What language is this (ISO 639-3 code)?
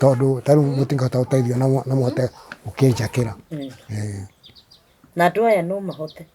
kik